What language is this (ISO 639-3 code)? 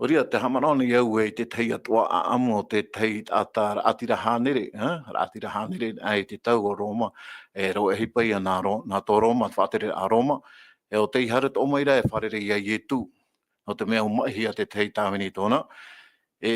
tah